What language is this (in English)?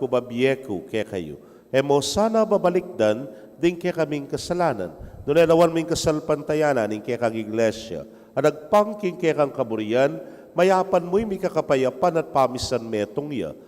Pampanga